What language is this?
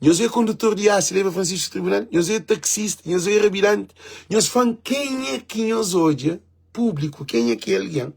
Kabuverdianu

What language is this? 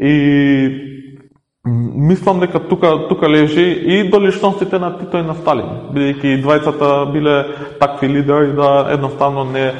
Macedonian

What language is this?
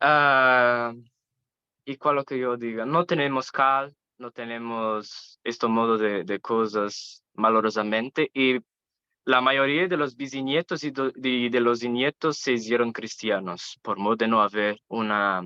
Ladino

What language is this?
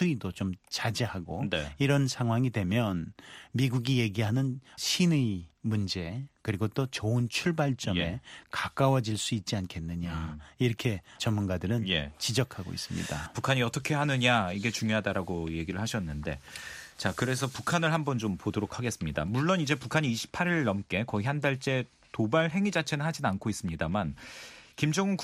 Korean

